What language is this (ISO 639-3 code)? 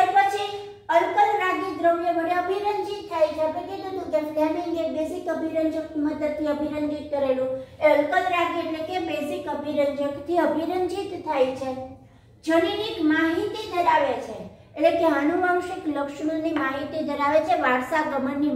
guj